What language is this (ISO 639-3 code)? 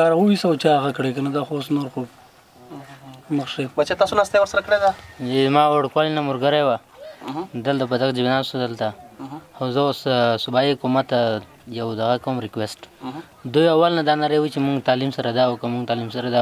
pus